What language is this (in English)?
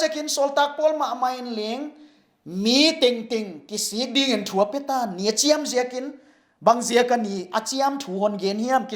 Paite Chin